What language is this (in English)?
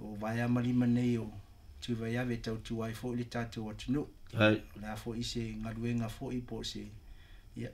Samoan